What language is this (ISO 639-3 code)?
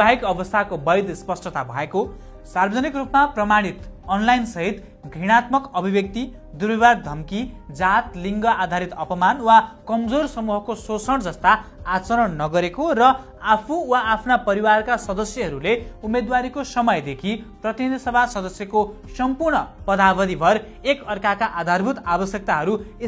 nep